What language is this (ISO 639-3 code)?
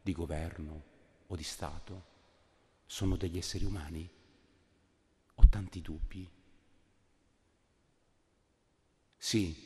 ita